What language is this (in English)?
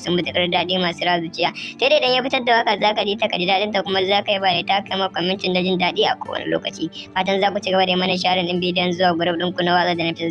Hausa